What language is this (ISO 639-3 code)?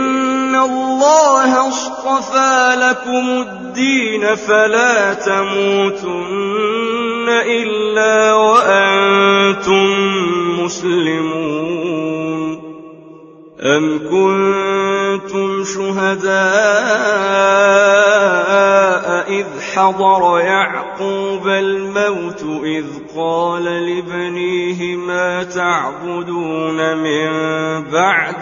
ara